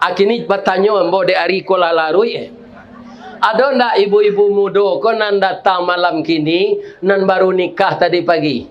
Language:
Minangkabau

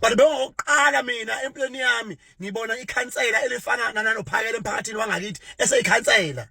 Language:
Zulu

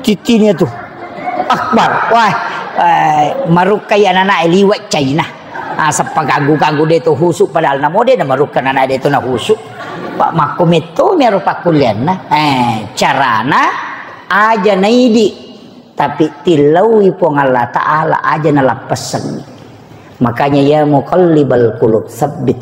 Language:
Buginese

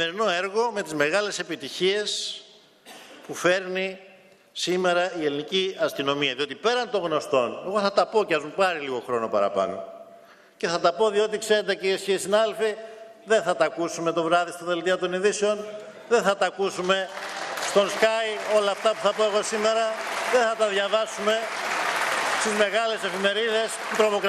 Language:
Greek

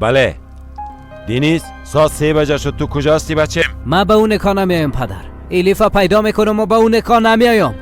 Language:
Persian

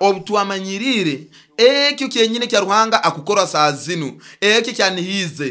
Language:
Nyoro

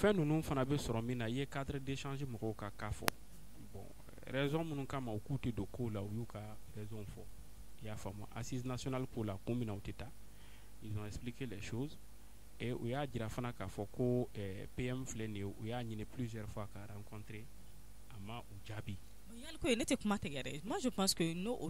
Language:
Bambara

